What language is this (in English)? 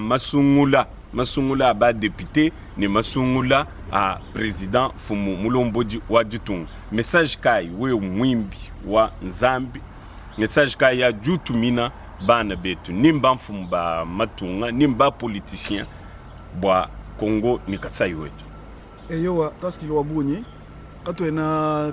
Luba-Lulua